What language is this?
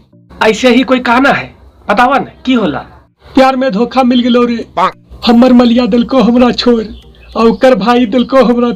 Magahi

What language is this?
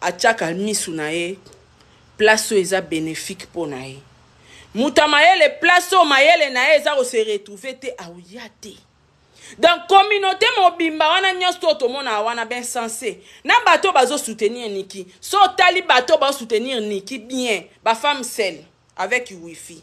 Lingala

